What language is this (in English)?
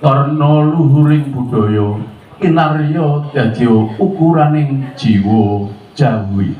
Javanese